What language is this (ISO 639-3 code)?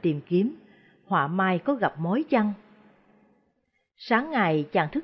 vie